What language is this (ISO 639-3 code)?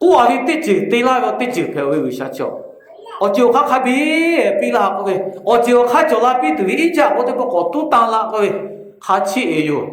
lhu